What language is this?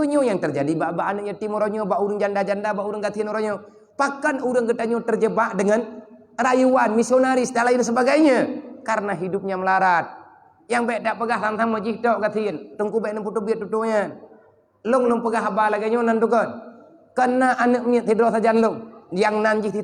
Achinese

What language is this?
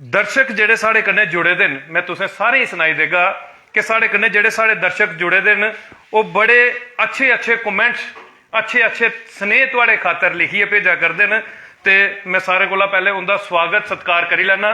Dogri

